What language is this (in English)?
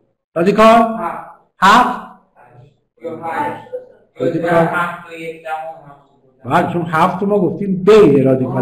Persian